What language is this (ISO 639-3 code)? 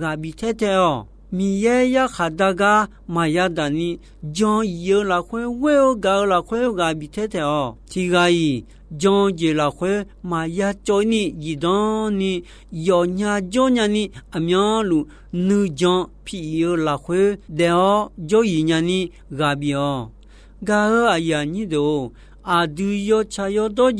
ahk